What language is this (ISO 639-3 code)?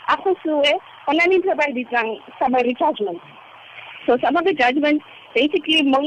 tsn